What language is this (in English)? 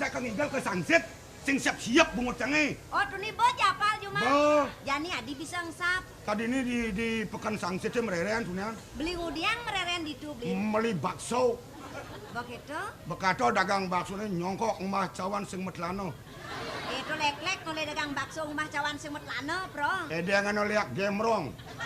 Balinese